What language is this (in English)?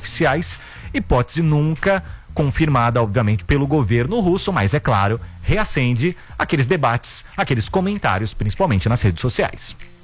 Portuguese